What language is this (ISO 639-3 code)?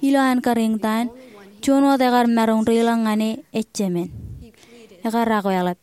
mah